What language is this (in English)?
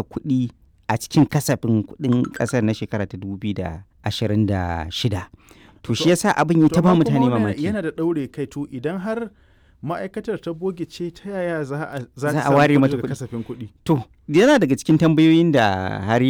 Hausa